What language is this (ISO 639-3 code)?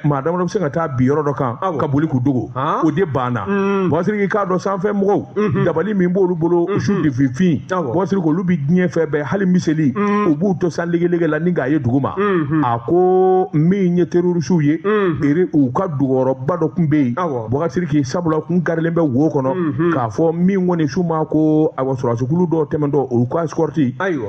bam